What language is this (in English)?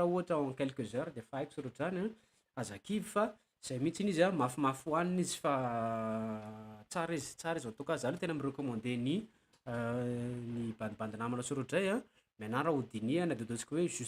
Malagasy